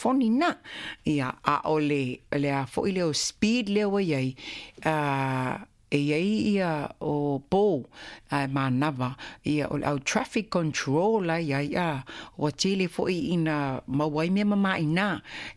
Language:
Samoan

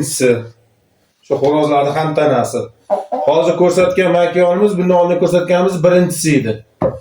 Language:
Uzbek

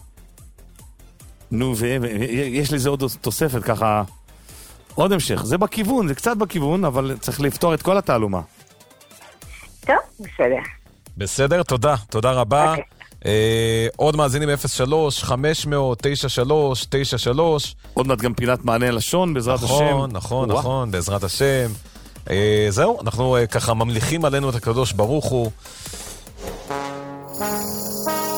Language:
Hebrew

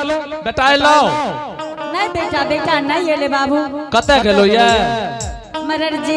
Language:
Angika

